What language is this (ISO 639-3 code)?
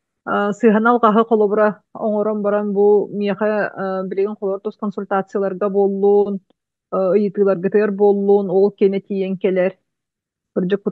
sah